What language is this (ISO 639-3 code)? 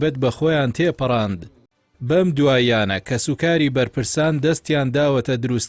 ckb